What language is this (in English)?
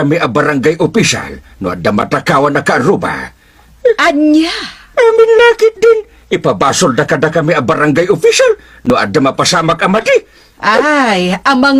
Iloko